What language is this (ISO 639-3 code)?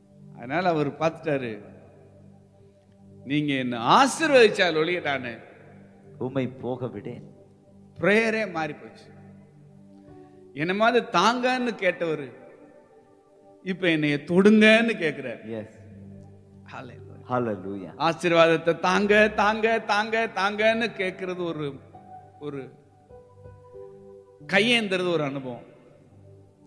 tam